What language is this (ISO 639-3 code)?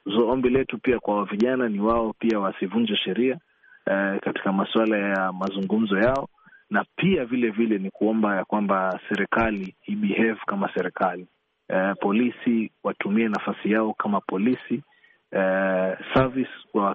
swa